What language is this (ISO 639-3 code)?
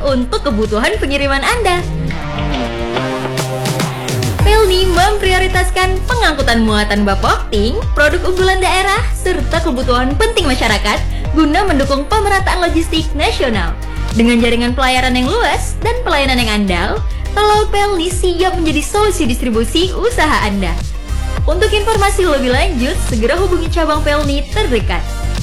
ind